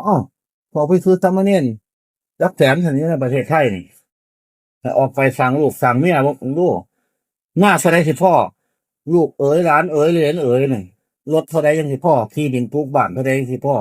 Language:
Northeastern Thai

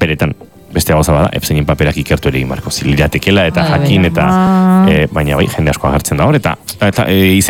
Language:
Basque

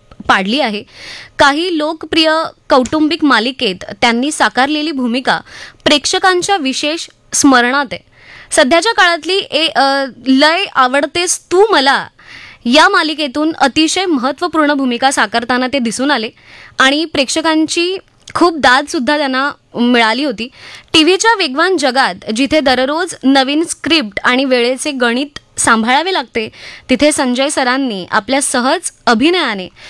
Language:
Marathi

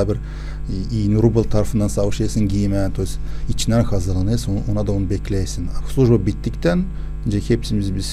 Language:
Gagauz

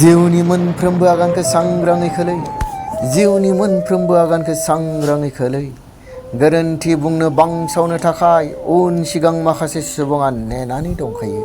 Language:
Bodo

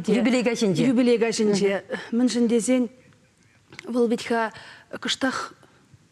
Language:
Chuvash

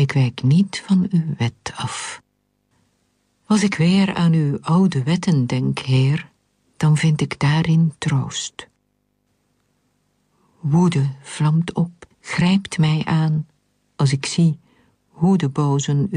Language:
Dutch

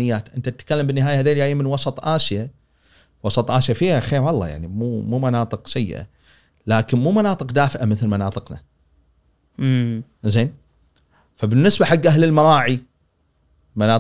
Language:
Gulf Arabic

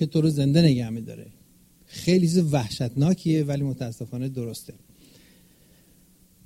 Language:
Persian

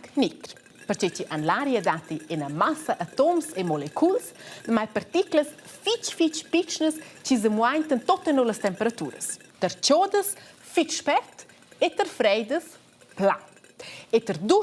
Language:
Romansh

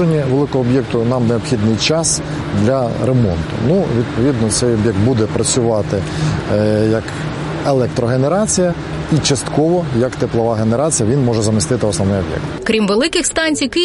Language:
Ukrainian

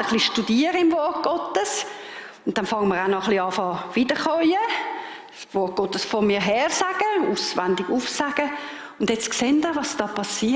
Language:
Swiss German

